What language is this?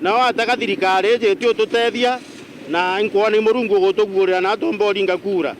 Meru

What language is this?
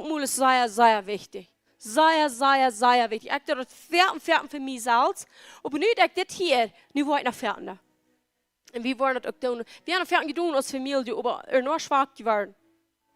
Plautdietsch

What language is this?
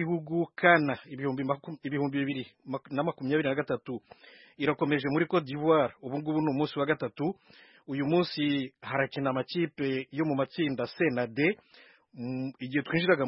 Kinyarwanda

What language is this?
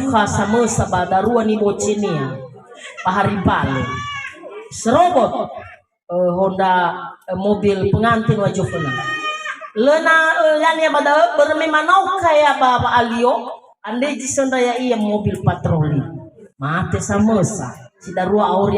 Nias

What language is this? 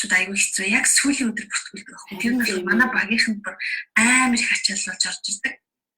Mongolian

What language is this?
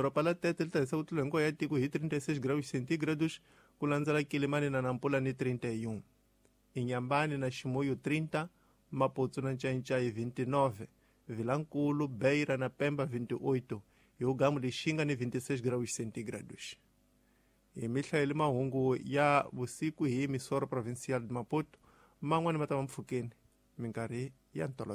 Tsonga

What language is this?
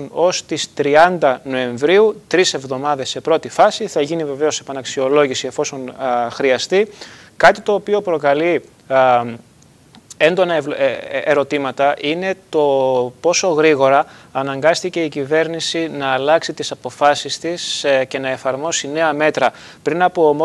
Greek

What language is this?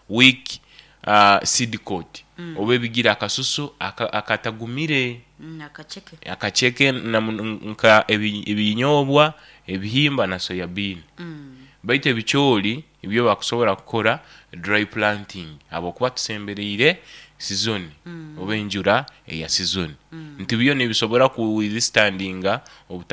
Nyoro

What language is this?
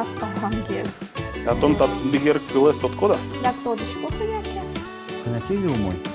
Udmurt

